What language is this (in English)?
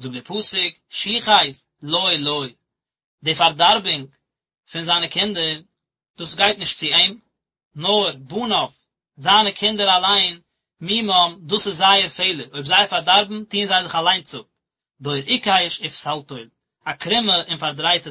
Yiddish